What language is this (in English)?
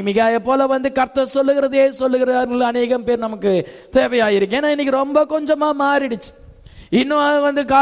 Tamil